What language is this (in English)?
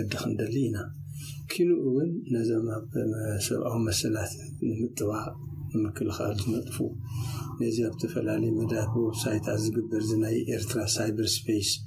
Tigrinya